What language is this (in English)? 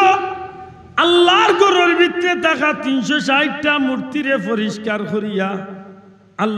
Sylheti